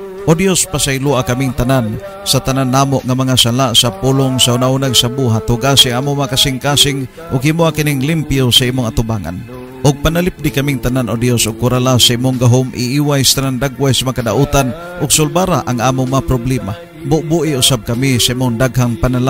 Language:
Cebuano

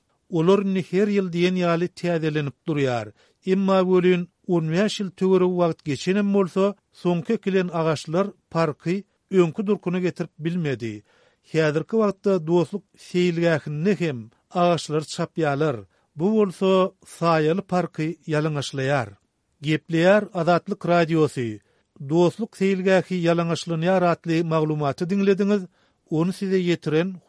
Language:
Turkmen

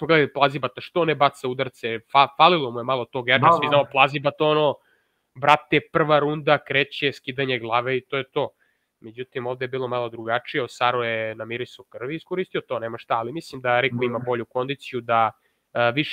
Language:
Serbian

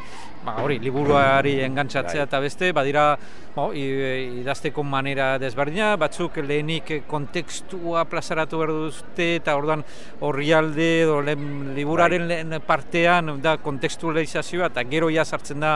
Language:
Basque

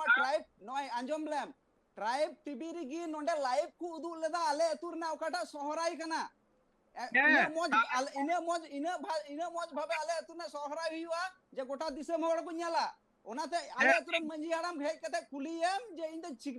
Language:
Santali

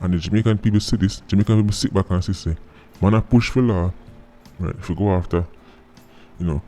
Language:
Jamaican Creole English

